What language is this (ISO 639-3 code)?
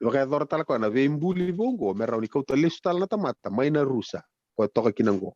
fij